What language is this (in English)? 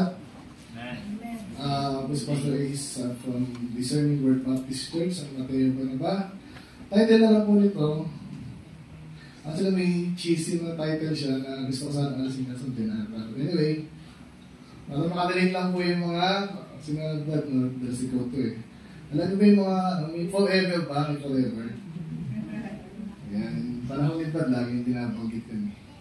Filipino